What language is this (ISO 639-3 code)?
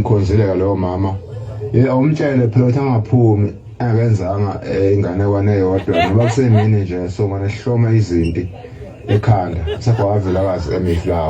zul